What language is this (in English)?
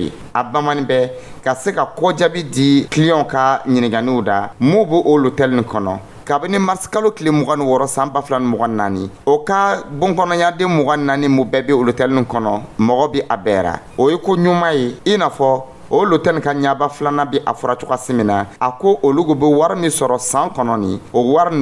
Dyula